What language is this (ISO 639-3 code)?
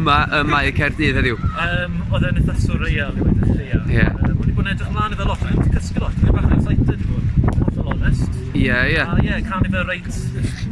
cym